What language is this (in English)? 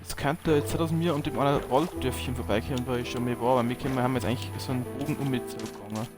Bavarian